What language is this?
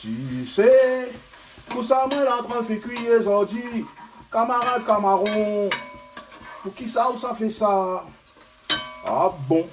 Réunion Creole French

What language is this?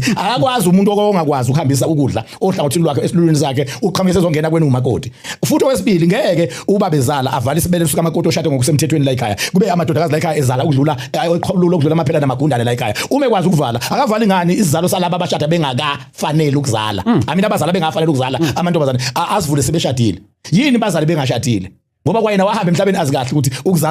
Zulu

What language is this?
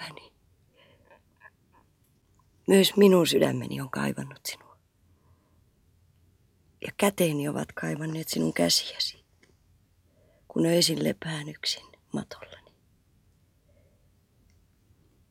Finnish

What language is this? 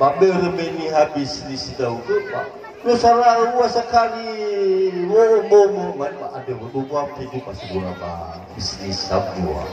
Nias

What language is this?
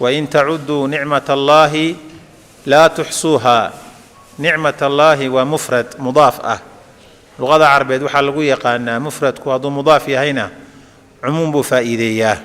Somali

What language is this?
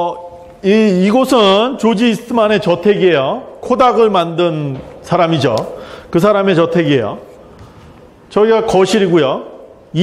Korean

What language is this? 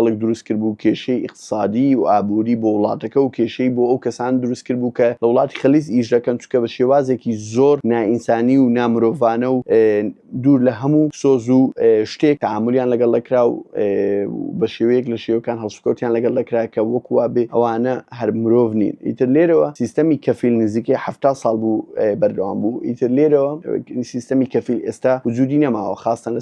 Central Kurdish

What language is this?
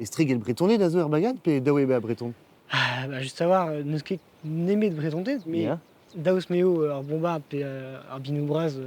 Breton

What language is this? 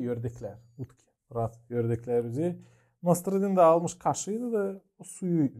Gagauz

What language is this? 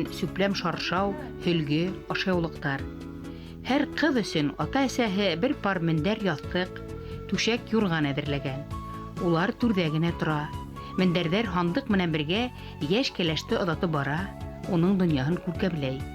Bashkir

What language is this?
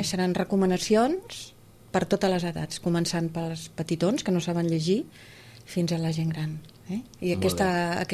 Catalan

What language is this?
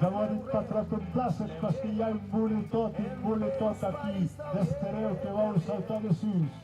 Occitan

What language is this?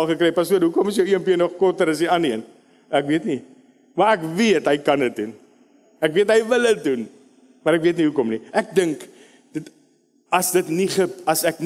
Afrikaans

